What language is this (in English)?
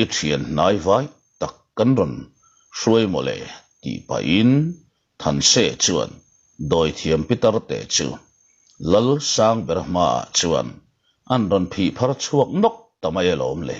Mizo